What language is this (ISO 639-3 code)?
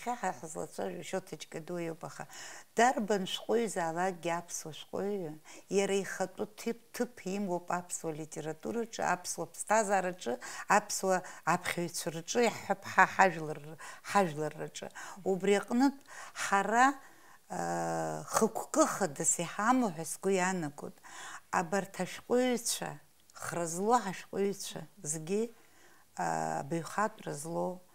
abk